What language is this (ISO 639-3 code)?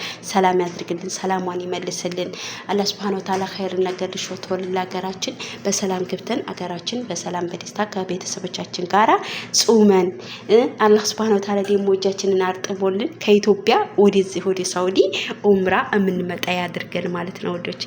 amh